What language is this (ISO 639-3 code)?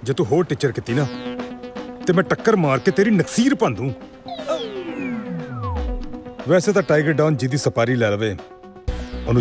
pan